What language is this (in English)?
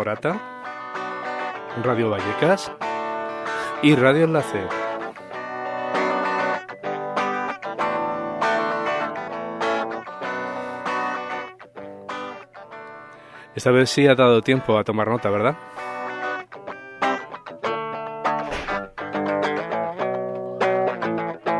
Spanish